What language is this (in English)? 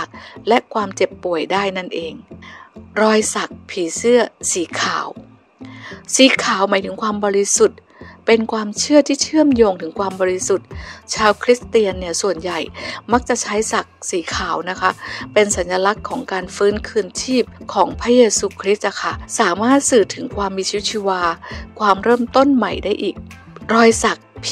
Thai